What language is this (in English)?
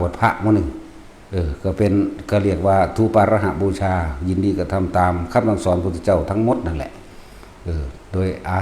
Northeastern Thai